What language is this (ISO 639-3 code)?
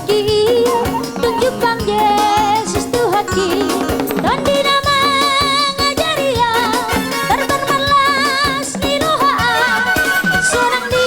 bbc